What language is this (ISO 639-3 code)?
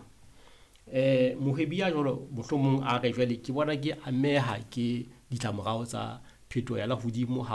sot